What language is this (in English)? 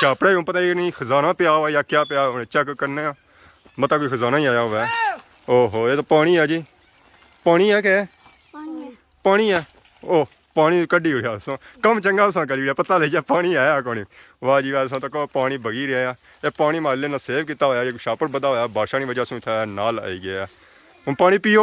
Pahari-Potwari